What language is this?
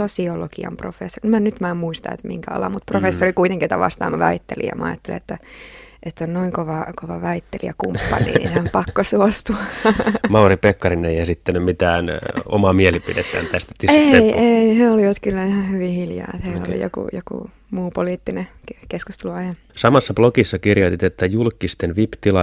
Finnish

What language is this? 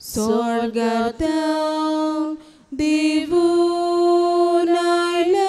Konkani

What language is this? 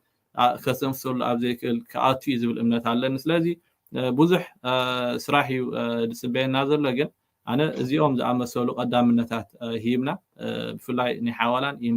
Tigrinya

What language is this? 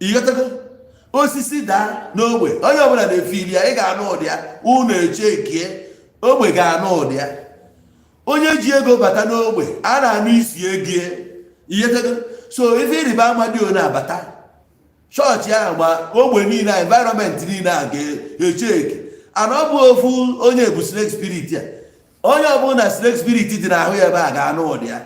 Igbo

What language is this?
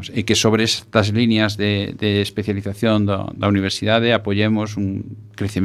Galician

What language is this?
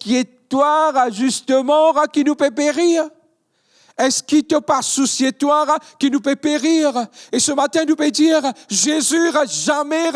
Morisyen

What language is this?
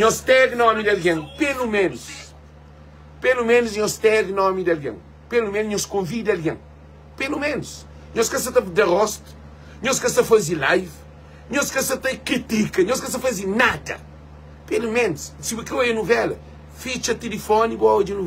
Kabuverdianu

